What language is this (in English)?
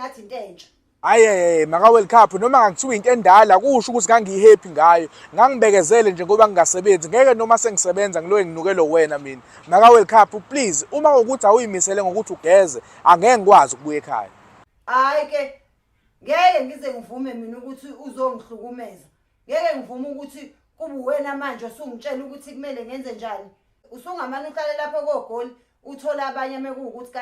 Zulu